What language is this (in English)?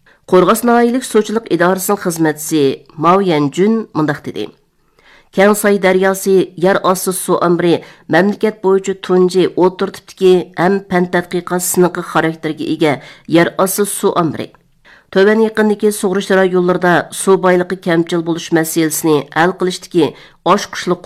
Uyghur